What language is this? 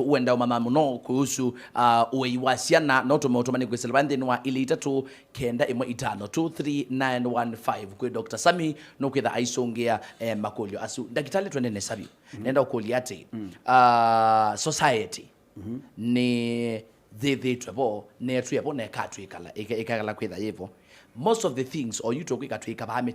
Kamba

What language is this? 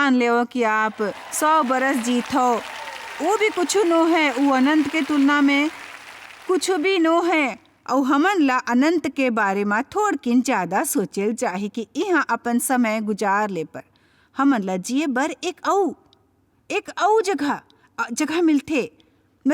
Chhattisgarhi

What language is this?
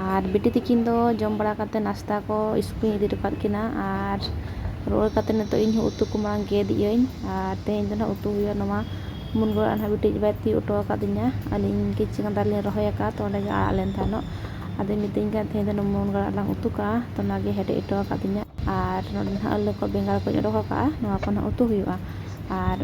Santali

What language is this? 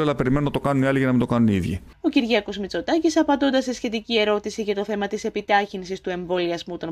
Greek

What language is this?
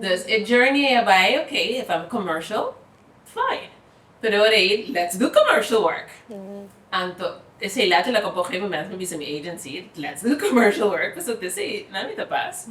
Papiamento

